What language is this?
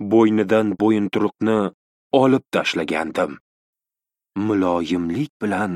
Uzbek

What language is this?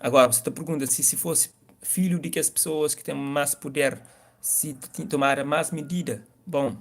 Kabuverdianu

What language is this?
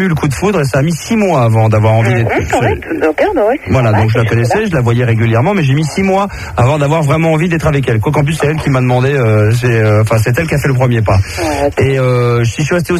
French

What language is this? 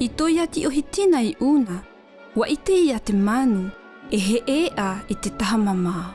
South Marquesan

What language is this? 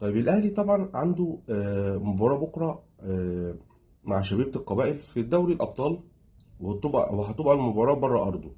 Egyptian Arabic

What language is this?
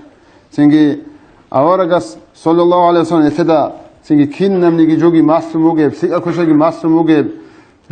Avaric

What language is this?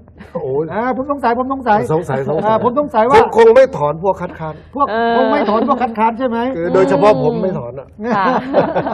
Thai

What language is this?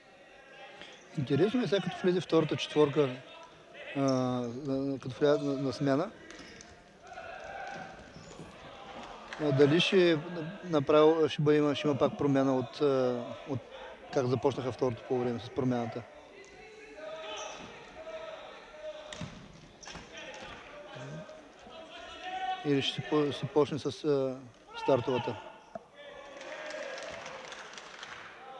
Bulgarian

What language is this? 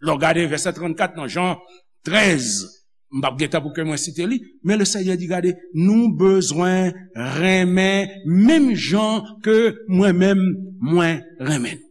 Haitian Creole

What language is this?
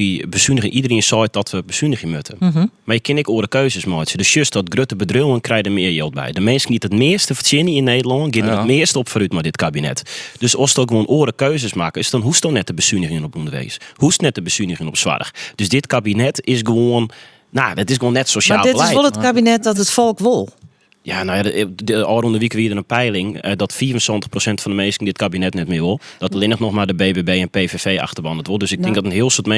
Western Frisian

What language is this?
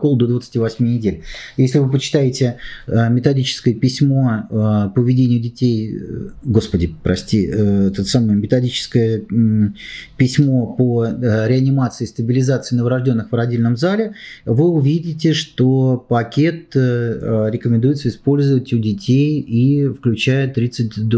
Russian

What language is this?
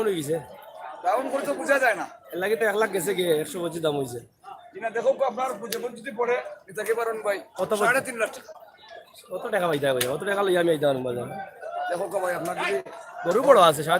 Sylheti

